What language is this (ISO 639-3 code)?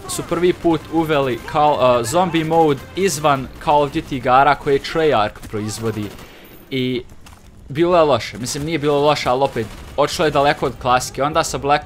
hrv